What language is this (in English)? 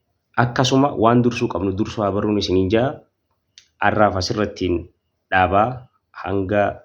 Oromo